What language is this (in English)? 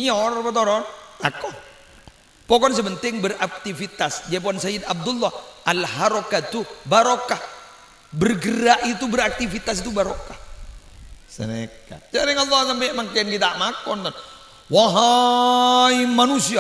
Madurese